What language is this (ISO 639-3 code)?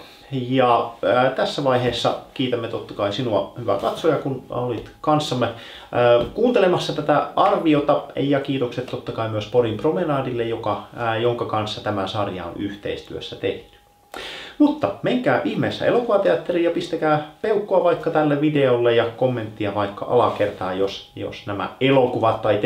fin